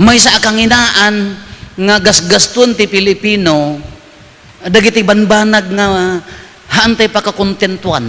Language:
Iloko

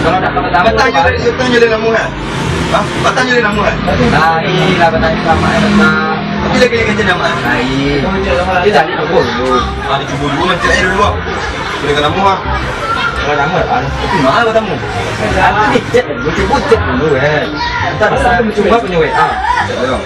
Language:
Minangkabau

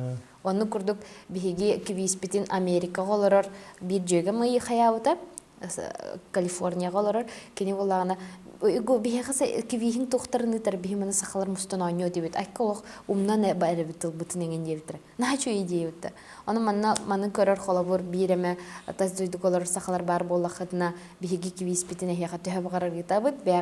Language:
Yakut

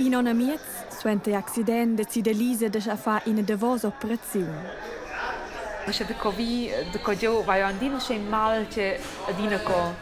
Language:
Romansh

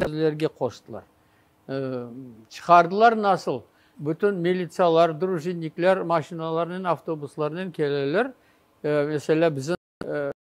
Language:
Crimean Tatar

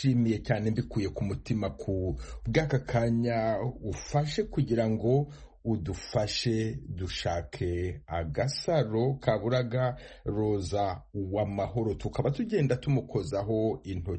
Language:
Kinyarwanda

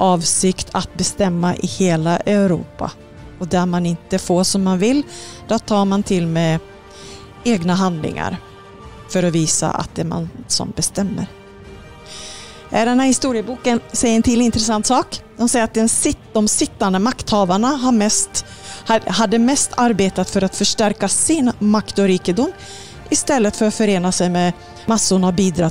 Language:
Swedish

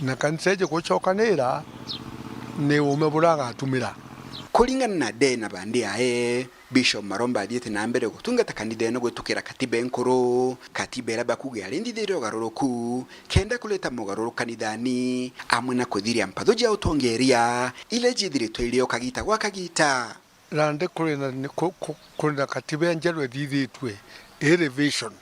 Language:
Meru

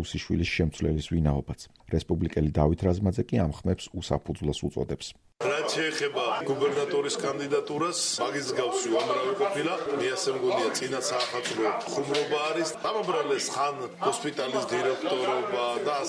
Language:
Georgian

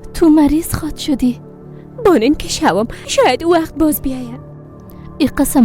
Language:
Persian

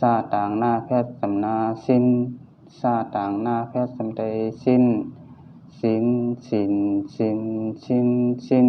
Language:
Shan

